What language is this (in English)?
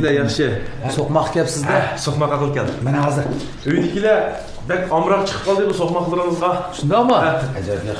Uyghur